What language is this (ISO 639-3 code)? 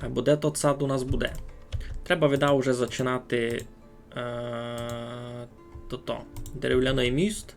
rue